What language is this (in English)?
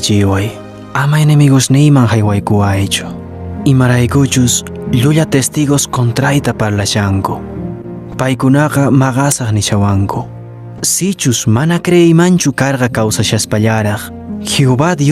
Quechua